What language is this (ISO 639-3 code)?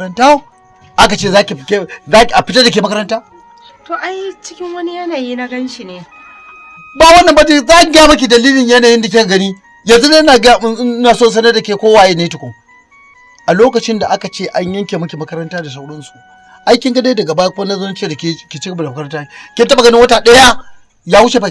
hau